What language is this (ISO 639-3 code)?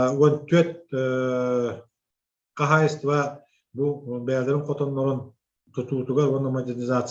sah